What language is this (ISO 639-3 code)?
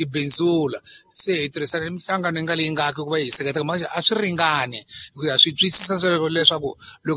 tso